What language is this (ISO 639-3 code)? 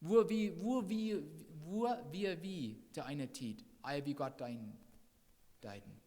pdt